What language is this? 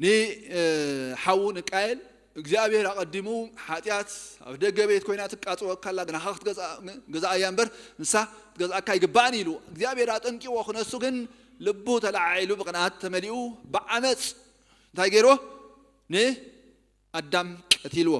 Tigrinya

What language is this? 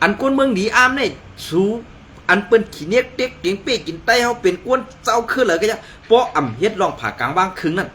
Shan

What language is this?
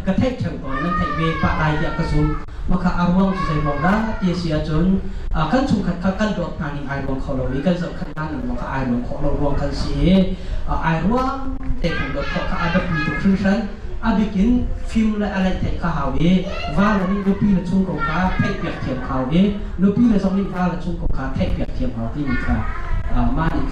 Hakha Chin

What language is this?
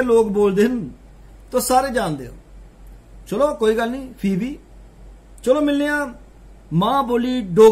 Dogri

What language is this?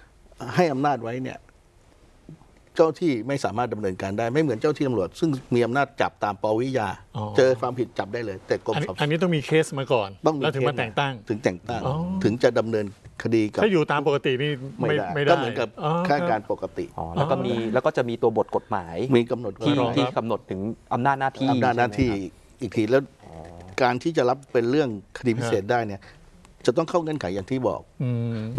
Thai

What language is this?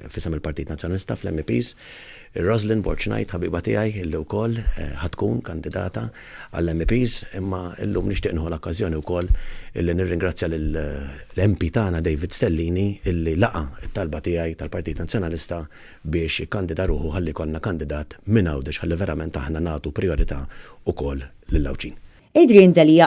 Maltese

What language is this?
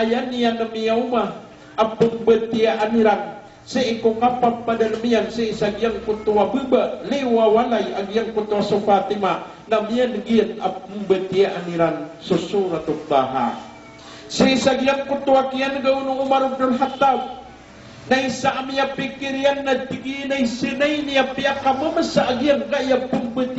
Maranao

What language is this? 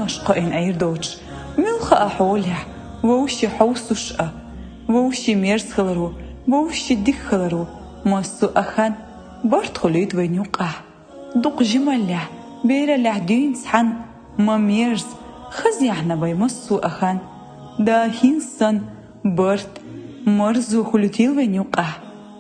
Chechen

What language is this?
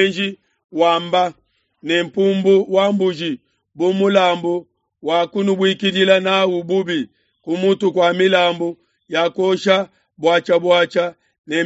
Luba-Lulua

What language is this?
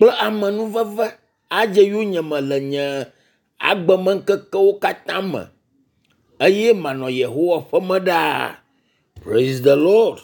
Ewe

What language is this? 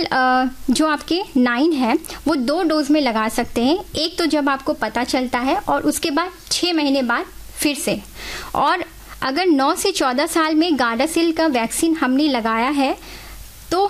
Hindi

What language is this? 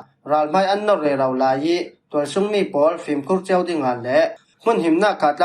Falam Chin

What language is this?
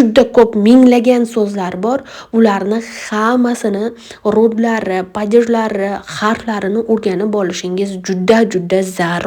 Uzbek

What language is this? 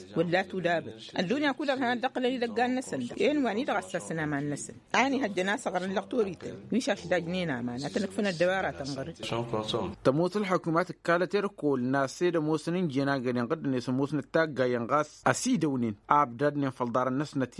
Tamasheq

